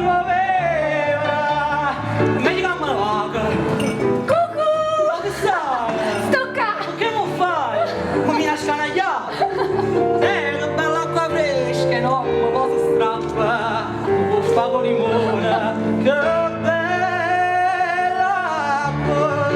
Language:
Neapolitan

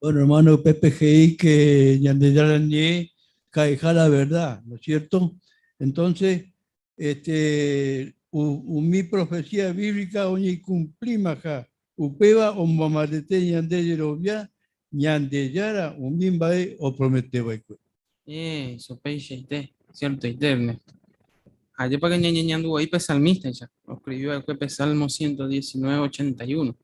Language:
Guarani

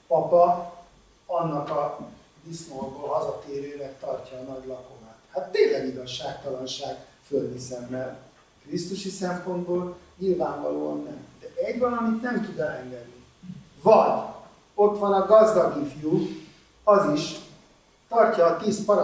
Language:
Hungarian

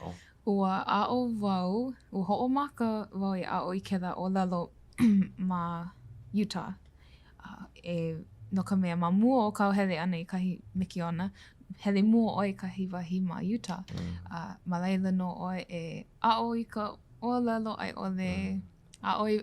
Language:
Hawaiian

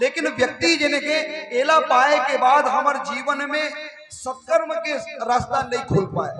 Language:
Chhattisgarhi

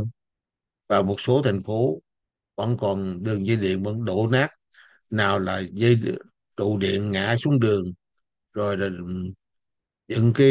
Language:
Vietnamese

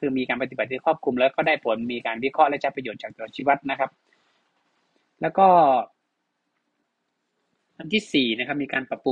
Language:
Thai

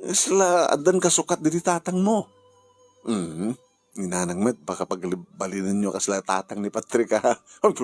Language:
Iloko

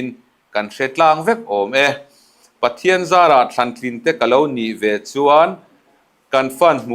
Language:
Mizo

